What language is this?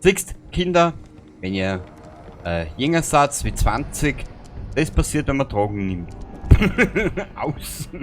Bavarian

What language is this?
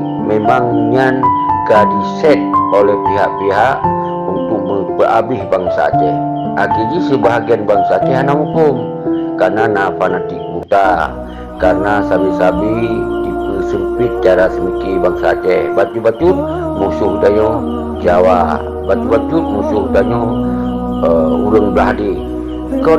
Achinese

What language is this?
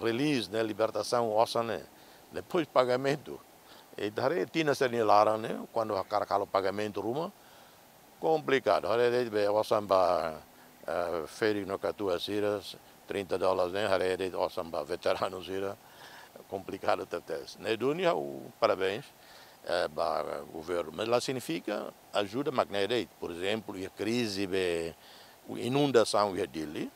Tetum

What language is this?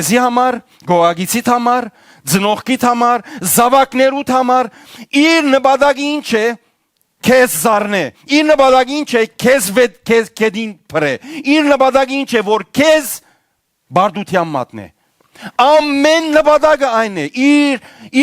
Western Armenian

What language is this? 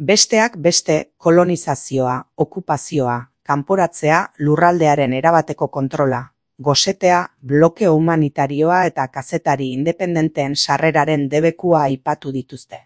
Basque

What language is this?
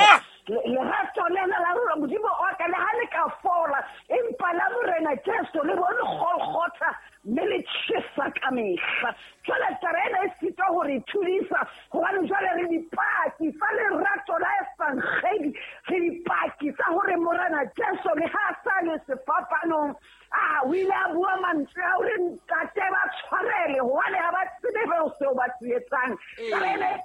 Southern Sotho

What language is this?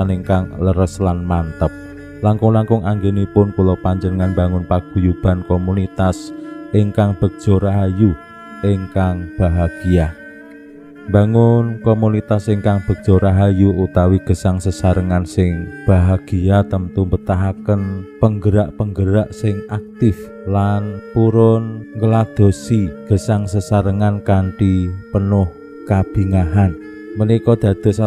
Javanese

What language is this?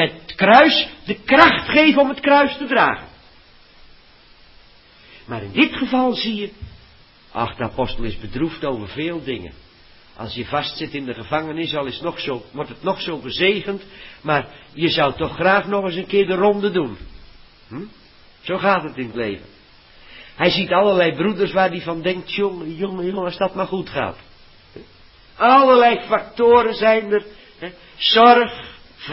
Dutch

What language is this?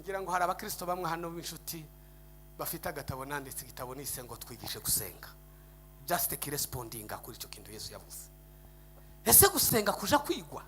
Kinyarwanda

